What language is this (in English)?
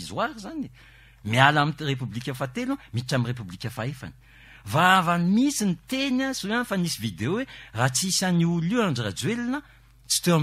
Malagasy